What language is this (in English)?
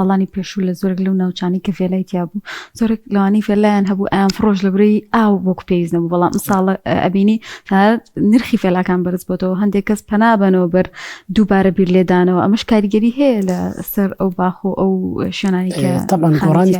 Central Kurdish